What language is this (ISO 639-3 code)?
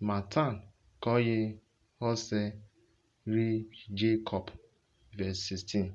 urh